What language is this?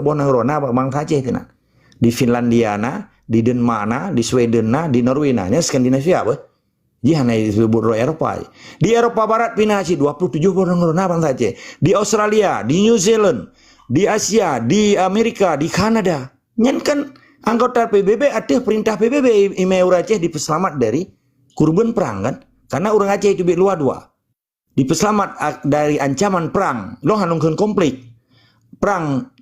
Achinese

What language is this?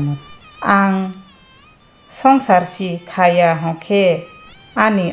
Kok Borok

